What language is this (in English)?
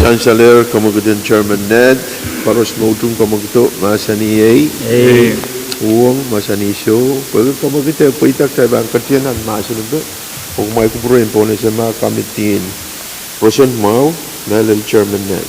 Pohnpeian